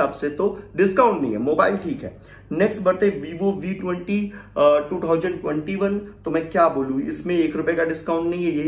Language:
Hindi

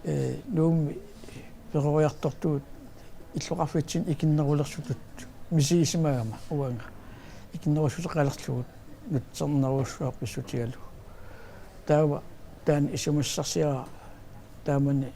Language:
Kalaallisut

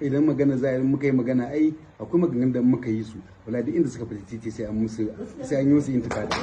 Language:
Hausa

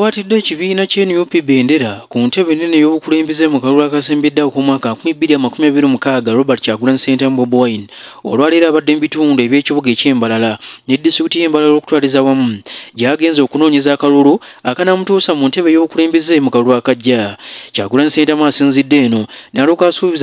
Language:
Ganda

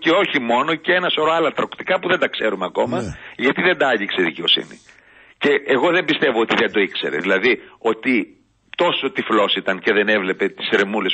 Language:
Greek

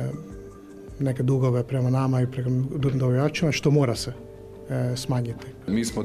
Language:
Croatian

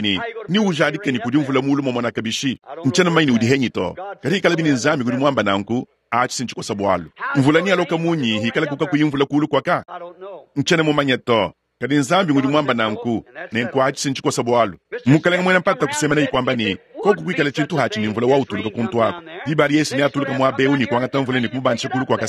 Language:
Luba-Lulua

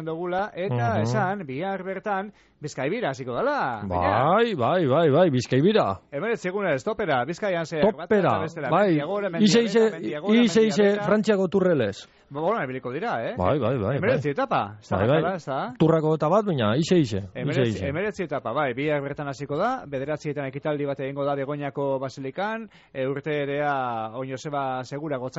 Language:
Basque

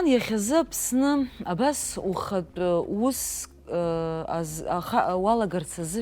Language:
Abkhazian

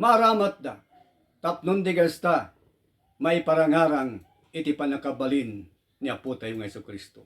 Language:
Iloko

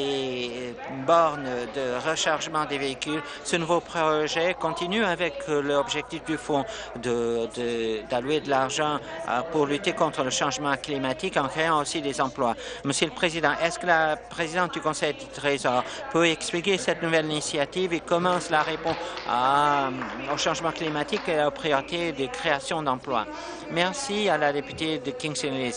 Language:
French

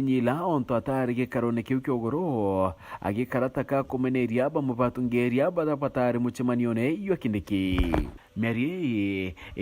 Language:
Meru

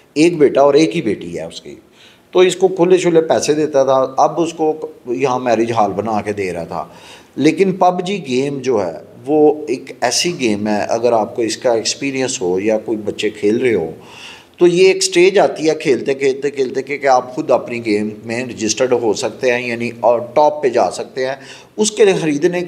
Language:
Hindi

